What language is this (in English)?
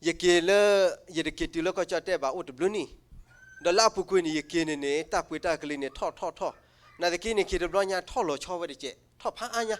S'gaw Karen